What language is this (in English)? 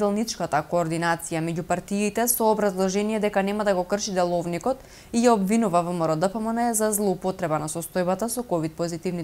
Macedonian